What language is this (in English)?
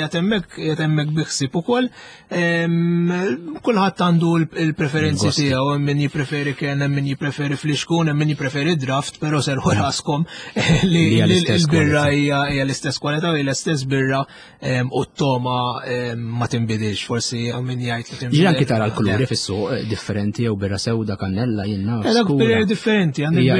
Maltese